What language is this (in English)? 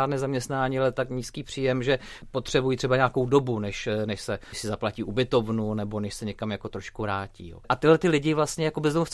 Czech